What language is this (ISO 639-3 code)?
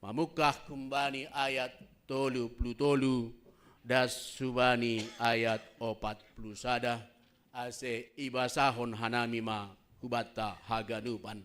bts